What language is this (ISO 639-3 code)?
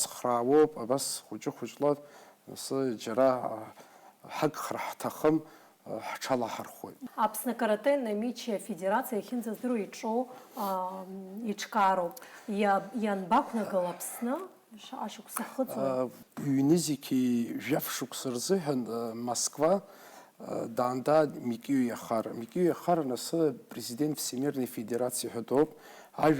abk